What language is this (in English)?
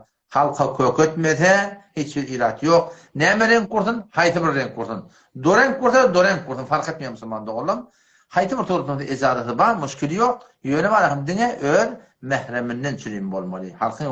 Turkmen